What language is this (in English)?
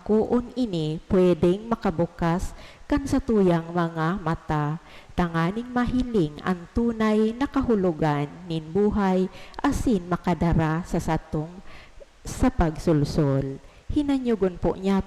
Bikol